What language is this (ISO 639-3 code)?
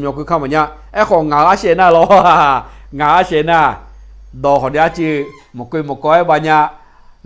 ahk